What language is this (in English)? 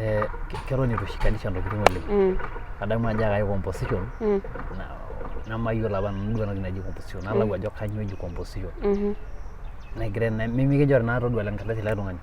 Masai